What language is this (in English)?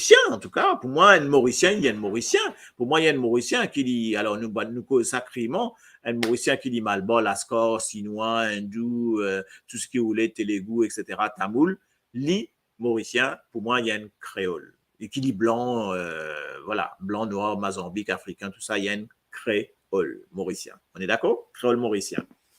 Morisyen